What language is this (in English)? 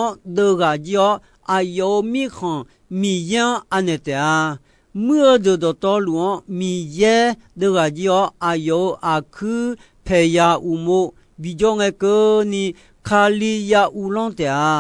Akha